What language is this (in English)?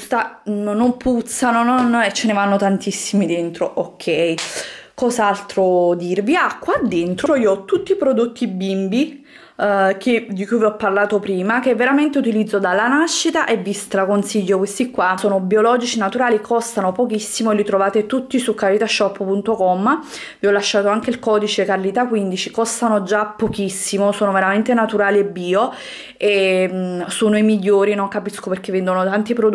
Italian